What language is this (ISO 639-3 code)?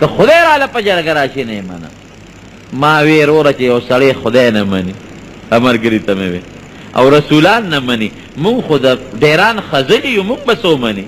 pus